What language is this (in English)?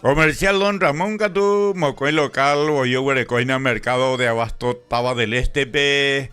Guarani